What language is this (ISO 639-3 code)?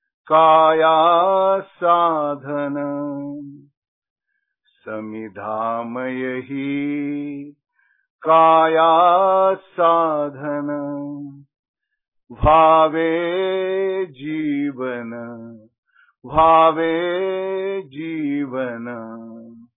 mar